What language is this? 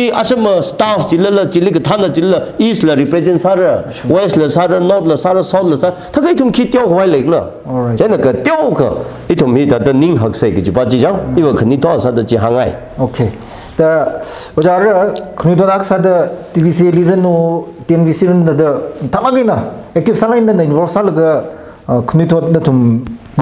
Tangkhul Naga (India)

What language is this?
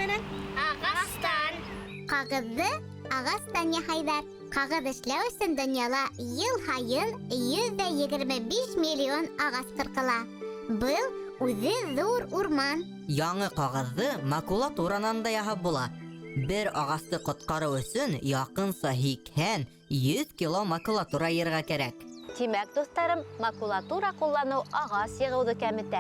Bashkir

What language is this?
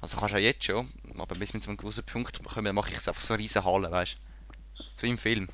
Swiss German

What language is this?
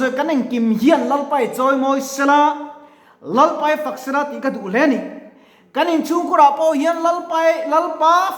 Mizo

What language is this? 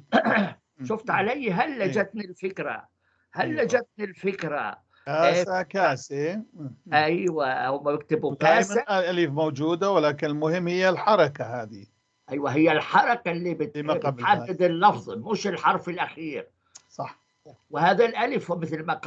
North Levantine Arabic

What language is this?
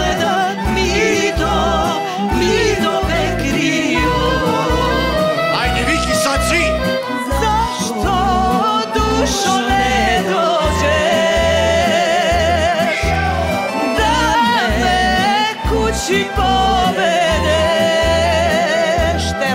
Serbian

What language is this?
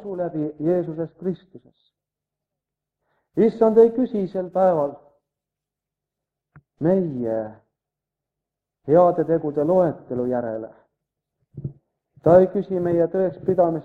Estonian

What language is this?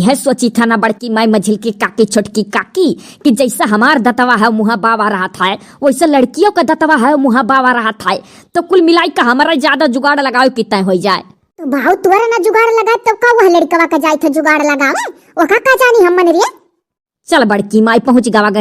Awadhi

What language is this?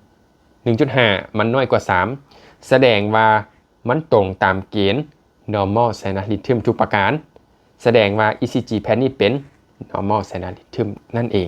Lao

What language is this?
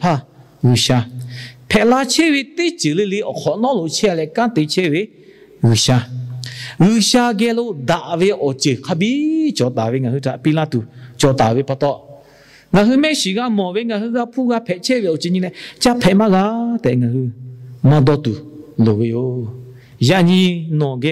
Lahu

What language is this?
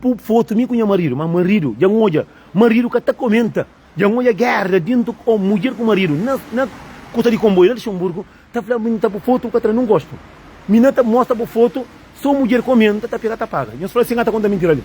Kabuverdianu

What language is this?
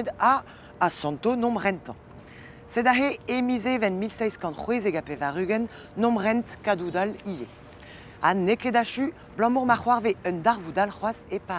Breton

